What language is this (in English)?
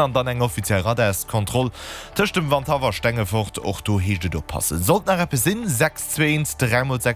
Luxembourgish